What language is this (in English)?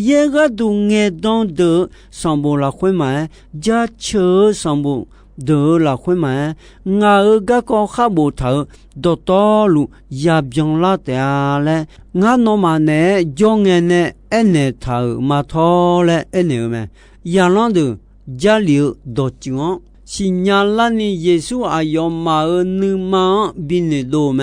Akha